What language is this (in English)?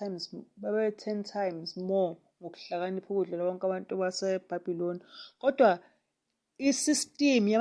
Zulu